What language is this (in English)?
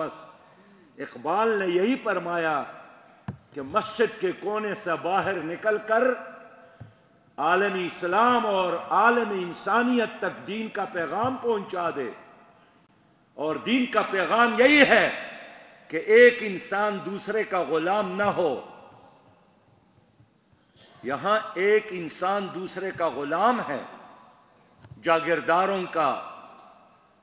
Urdu